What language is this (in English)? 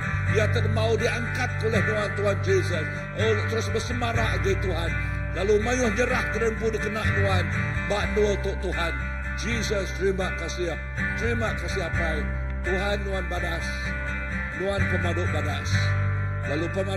Iban